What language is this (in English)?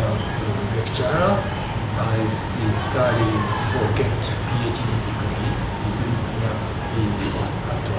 Tetum